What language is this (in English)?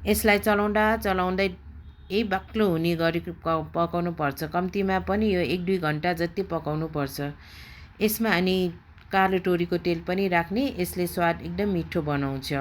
Nepali